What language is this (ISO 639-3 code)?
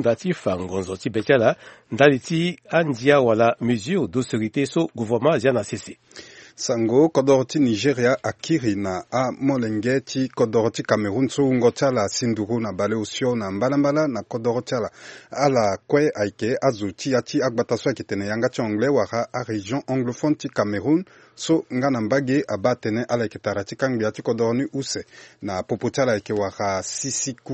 sag